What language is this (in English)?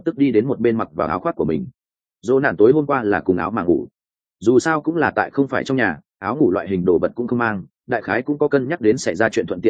Vietnamese